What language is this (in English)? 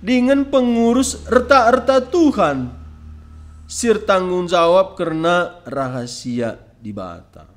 Batak Karo